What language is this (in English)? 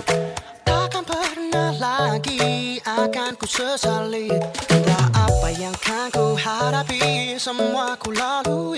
Indonesian